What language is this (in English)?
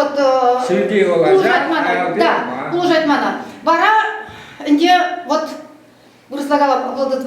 Chuvash